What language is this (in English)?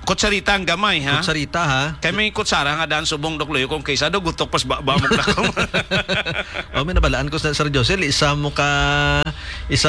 Hiligaynon